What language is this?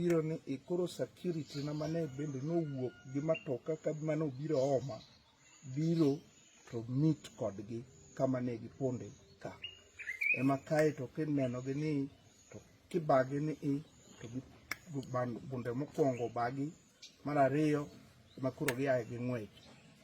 Luo (Kenya and Tanzania)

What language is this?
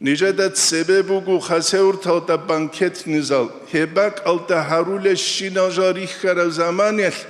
Avaric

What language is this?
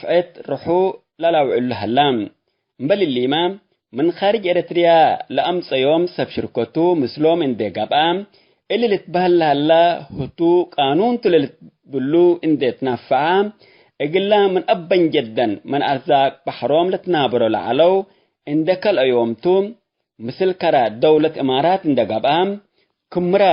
Tigre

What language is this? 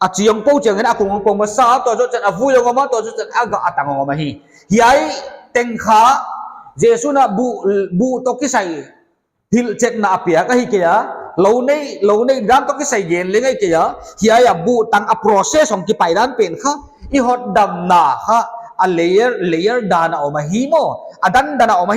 Paite Chin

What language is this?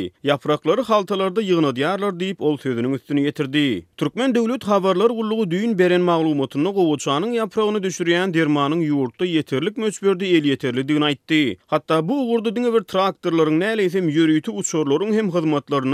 Turkmen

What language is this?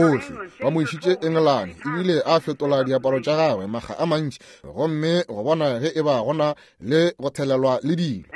Northern Sotho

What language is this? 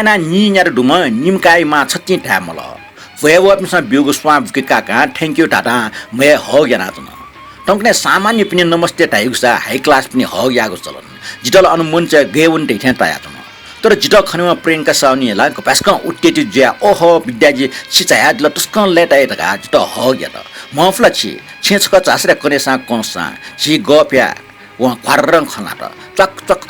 Newari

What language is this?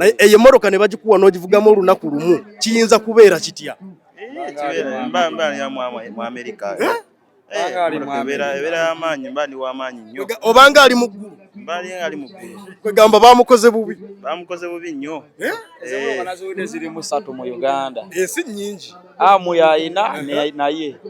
Ganda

